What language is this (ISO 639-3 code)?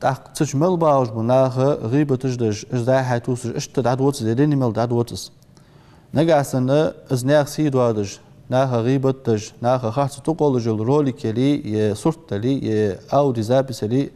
inh